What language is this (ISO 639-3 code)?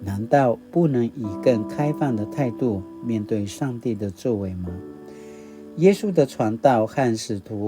pwn